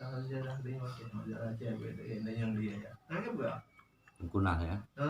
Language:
Achinese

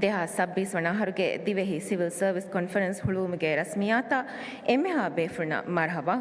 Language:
Divehi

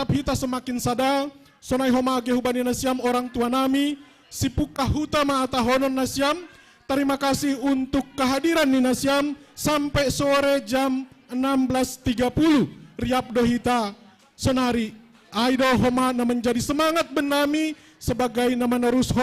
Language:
Batak Simalungun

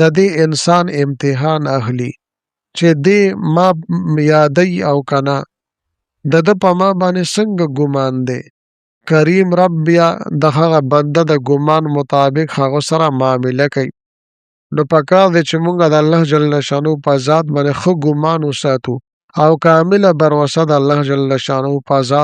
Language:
Pashto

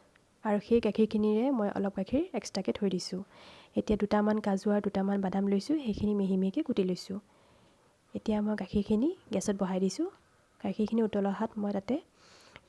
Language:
Assamese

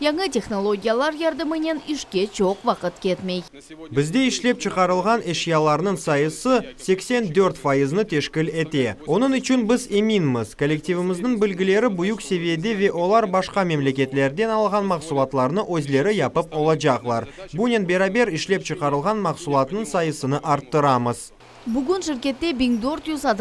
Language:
Crimean Tatar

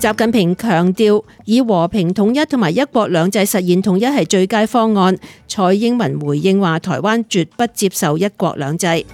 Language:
Cantonese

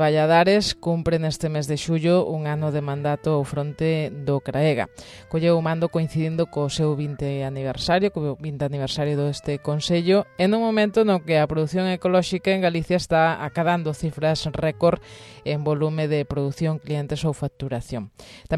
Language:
Galician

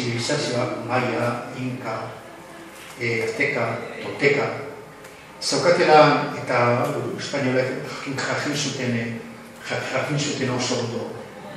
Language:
Basque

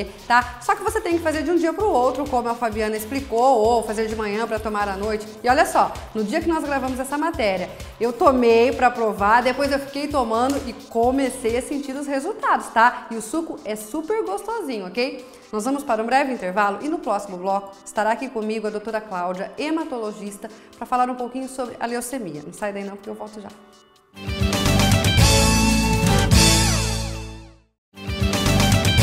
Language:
Portuguese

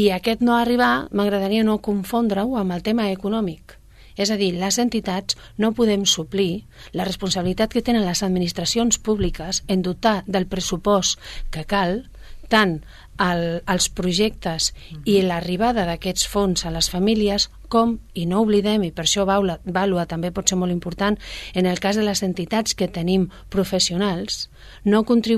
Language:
Catalan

